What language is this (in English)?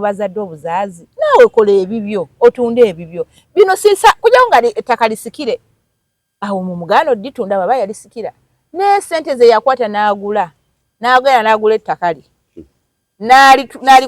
Ganda